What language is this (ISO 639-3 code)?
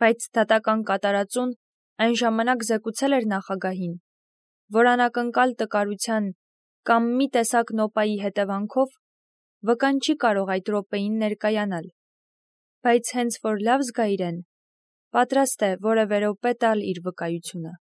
hye